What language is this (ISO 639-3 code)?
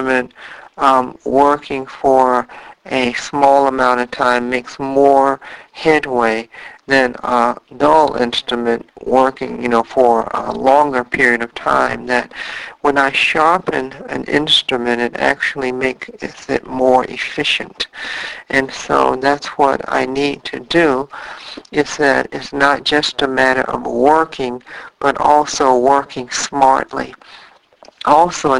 eng